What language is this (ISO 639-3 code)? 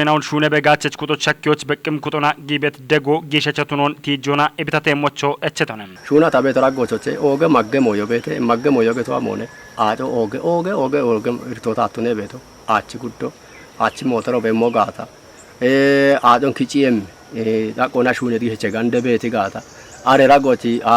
kbr